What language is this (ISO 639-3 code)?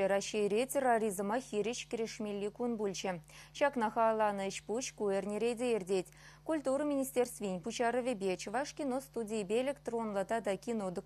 chv